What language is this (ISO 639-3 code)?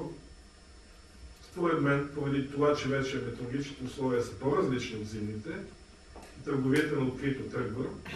bul